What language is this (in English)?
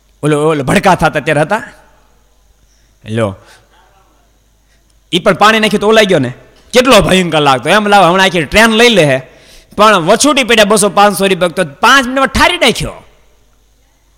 Gujarati